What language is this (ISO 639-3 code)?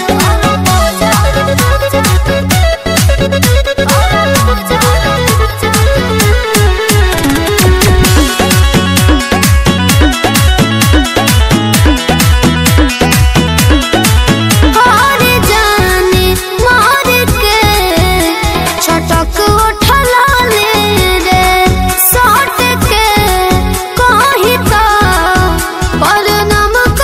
bho